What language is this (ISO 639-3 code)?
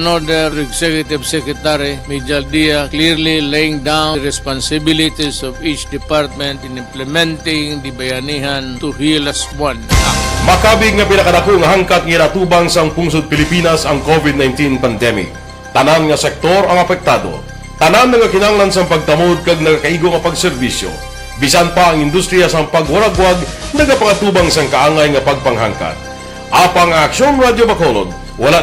hil